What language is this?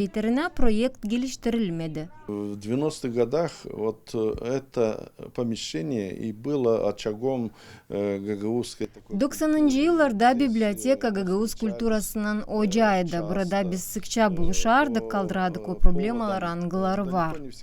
Gagauz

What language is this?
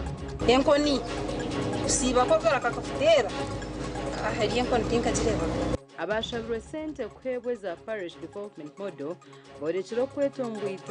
Nyankole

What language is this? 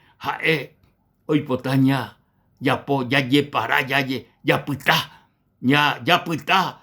Guarani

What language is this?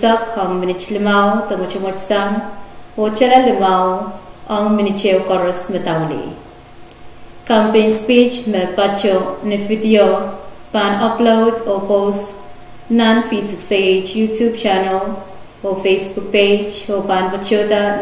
Pohnpeian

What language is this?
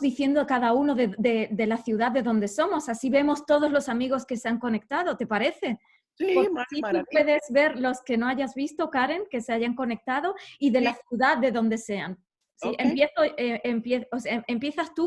Ladino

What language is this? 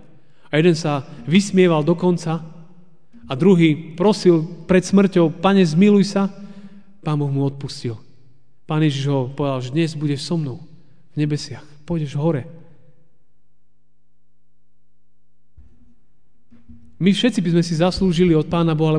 Slovak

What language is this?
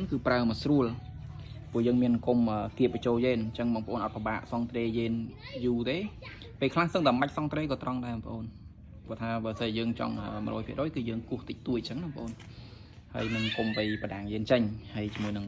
Khmer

